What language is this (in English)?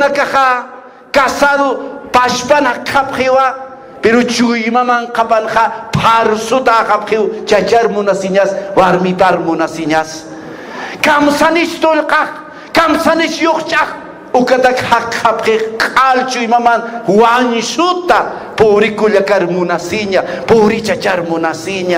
Aymara